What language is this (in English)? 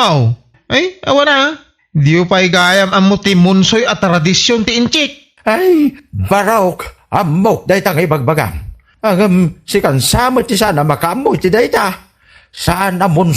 Iloko